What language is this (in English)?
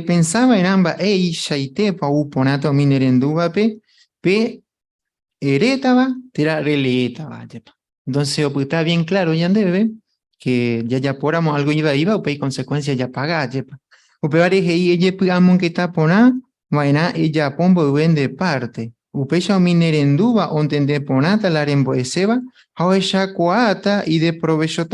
Guarani